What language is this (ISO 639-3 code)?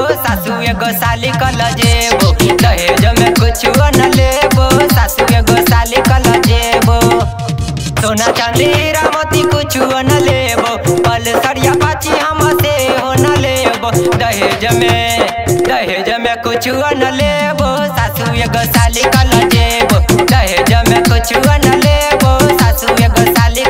bho